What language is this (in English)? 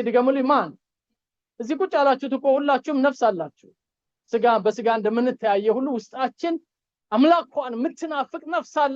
Amharic